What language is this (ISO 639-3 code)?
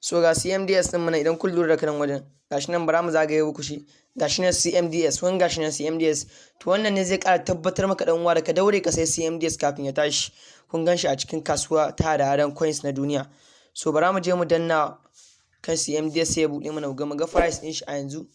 hau